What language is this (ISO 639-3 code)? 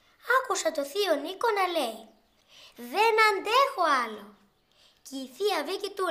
ell